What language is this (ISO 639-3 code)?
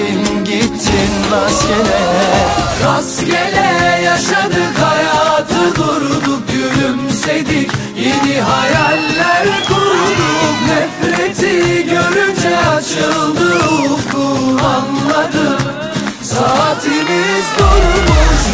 tur